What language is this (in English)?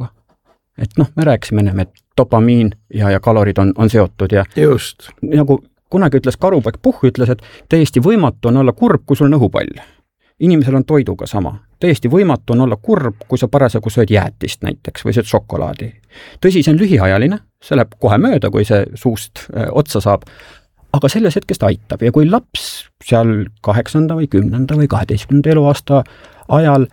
Estonian